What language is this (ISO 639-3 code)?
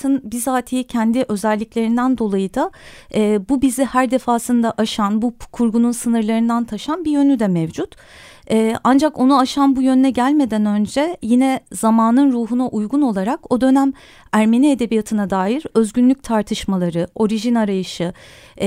tur